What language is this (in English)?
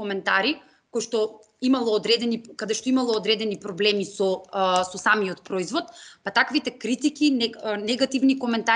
Macedonian